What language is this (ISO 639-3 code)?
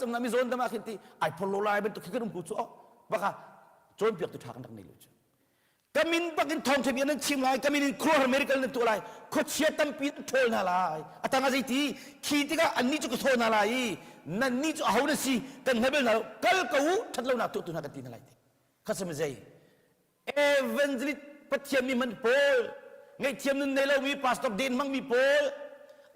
cnh